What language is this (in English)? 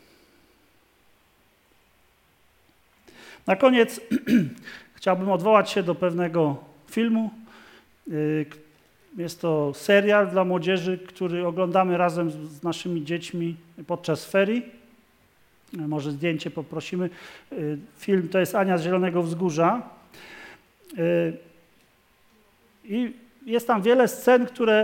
Polish